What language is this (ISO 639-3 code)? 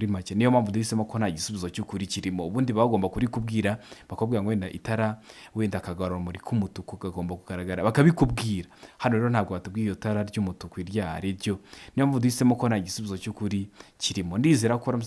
kin